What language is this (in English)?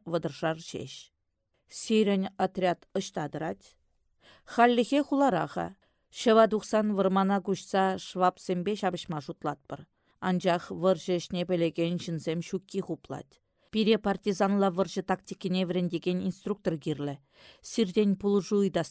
Chuvash